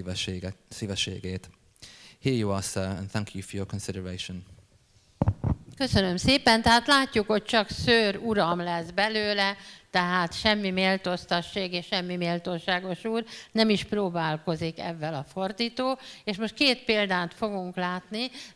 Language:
Hungarian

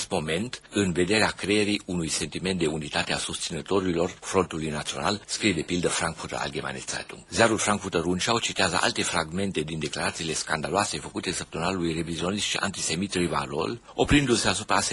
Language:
Romanian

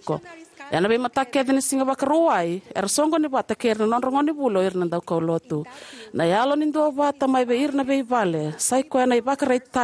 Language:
Fijian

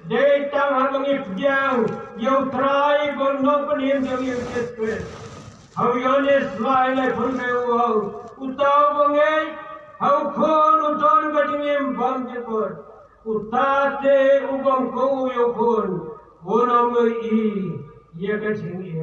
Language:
Khasi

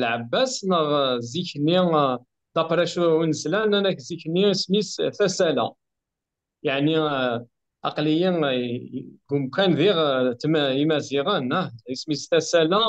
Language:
Kabyle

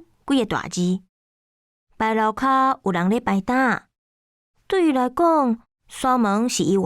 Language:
Min Nan Chinese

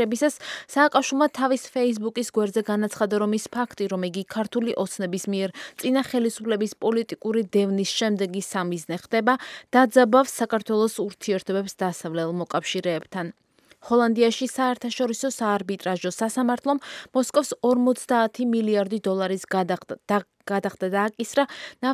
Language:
Georgian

